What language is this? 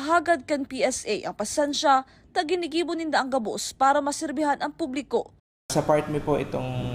Bikol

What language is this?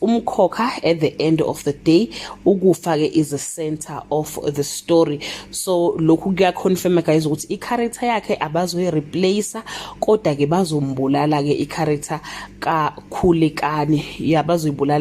Zulu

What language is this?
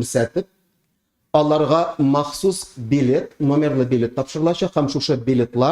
Tatar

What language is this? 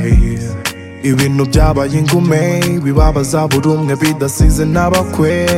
Kinyarwanda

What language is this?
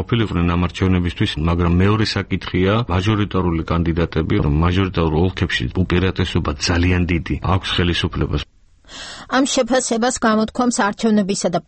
Georgian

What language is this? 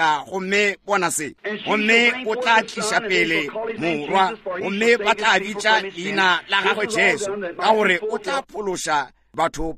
Northern Sotho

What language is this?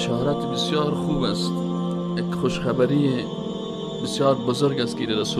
Persian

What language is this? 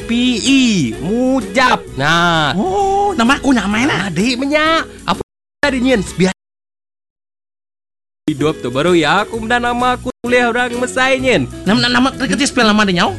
Iban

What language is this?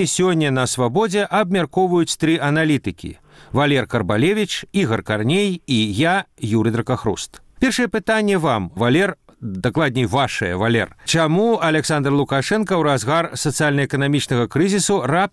Belarusian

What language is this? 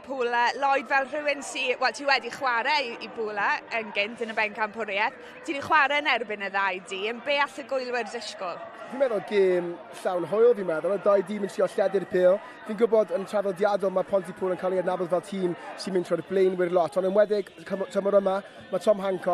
Welsh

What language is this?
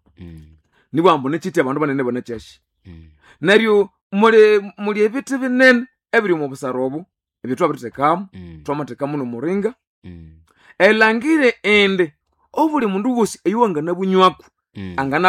Nande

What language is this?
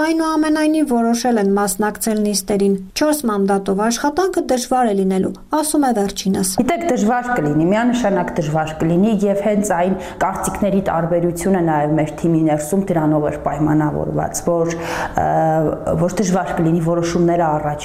Armenian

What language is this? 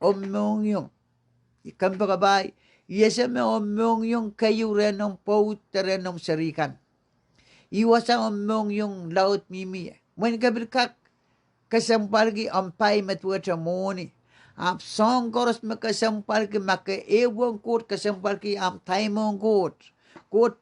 Pohnpeian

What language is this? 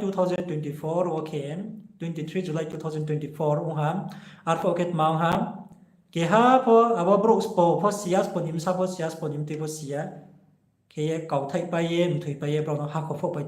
Riang (India)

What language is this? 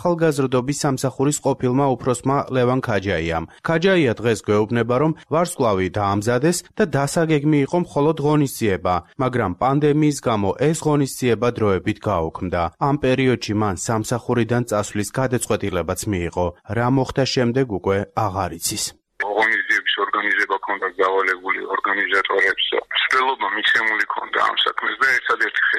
Georgian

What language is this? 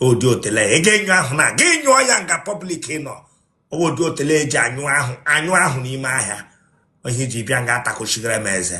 Igbo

